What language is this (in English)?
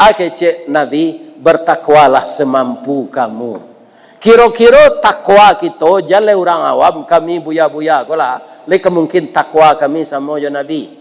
Minangkabau